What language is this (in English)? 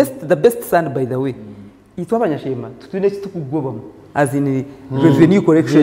Nyankole